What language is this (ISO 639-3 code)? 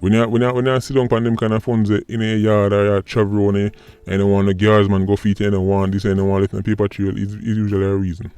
jam